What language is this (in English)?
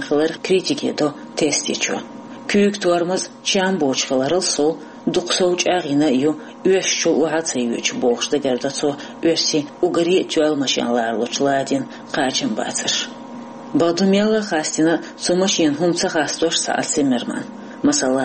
Chechen